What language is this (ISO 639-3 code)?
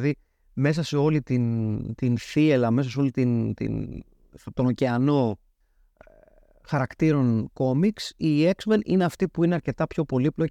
ell